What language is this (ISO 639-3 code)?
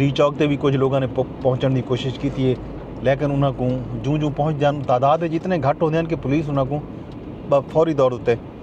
skr